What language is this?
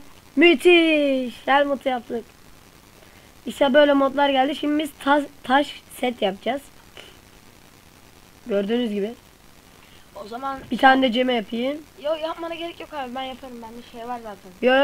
Turkish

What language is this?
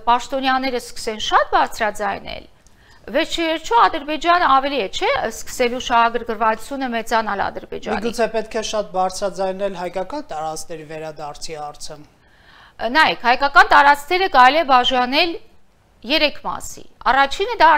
Armenian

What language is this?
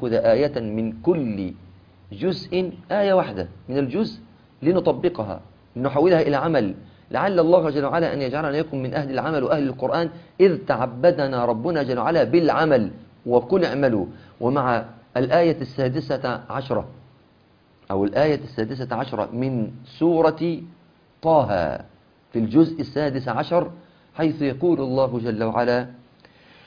Arabic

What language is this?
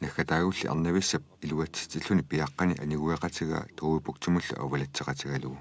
Kalaallisut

